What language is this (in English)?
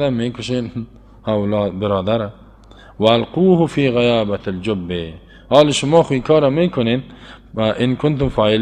Persian